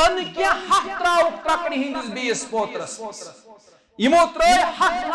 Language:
Kashmiri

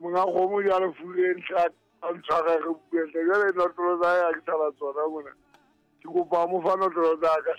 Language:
Southern Sotho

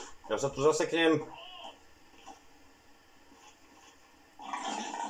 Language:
Slovak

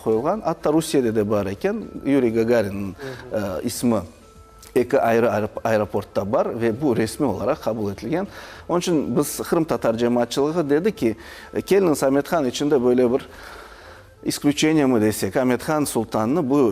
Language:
Crimean Tatar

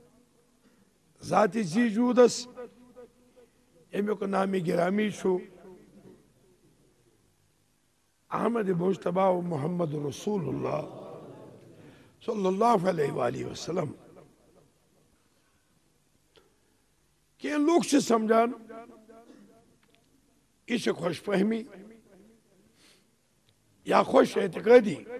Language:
Kashmiri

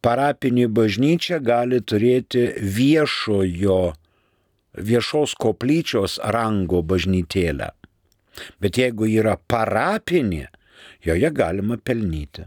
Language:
Lithuanian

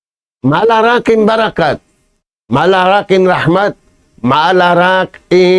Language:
Tausug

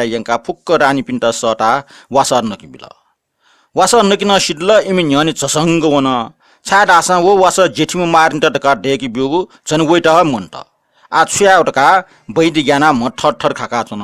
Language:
Newari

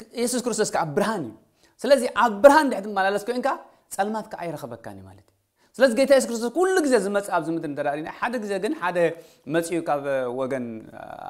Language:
Tigrinya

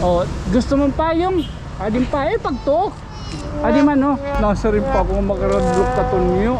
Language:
Waray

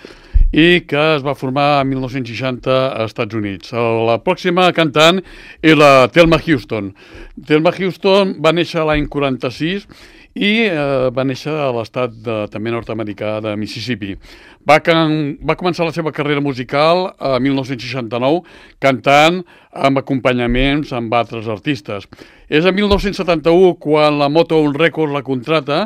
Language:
Catalan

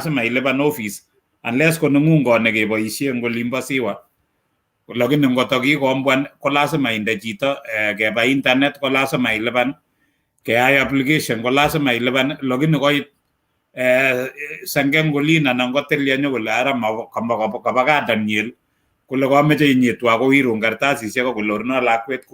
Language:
Kalenjin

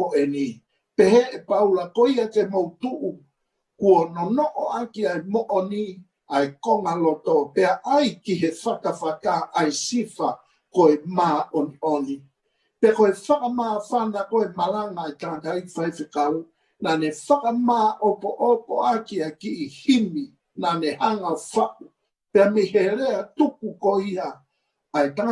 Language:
Tongan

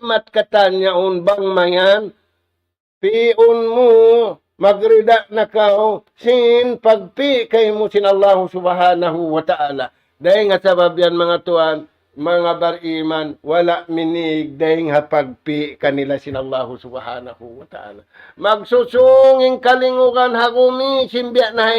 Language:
Tausug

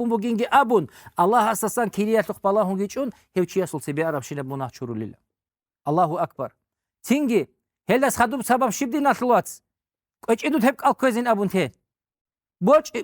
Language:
Avaric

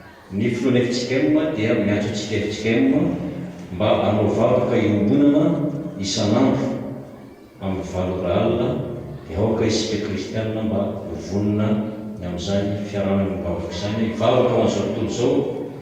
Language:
Malagasy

